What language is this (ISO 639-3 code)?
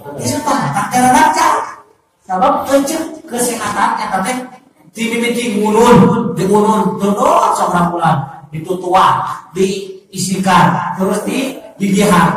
sun